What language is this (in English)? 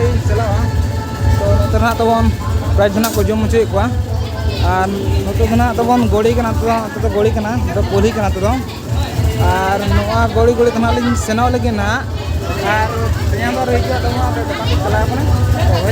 Santali